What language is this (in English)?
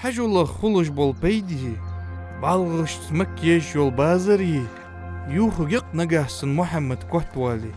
Ingush